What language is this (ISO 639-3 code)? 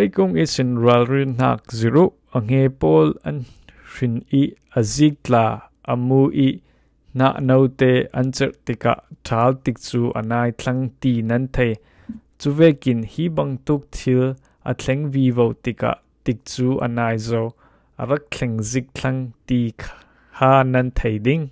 cfm